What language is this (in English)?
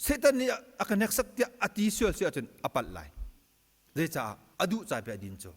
Hakha Chin